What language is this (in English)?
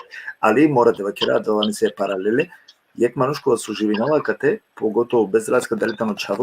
Balkan Romani